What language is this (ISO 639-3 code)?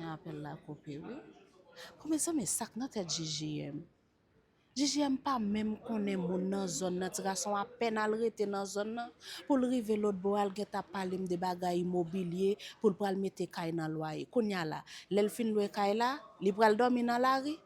hat